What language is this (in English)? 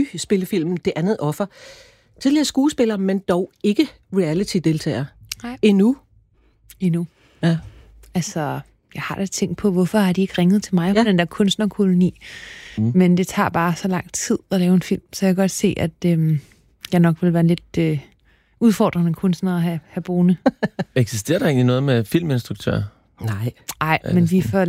Danish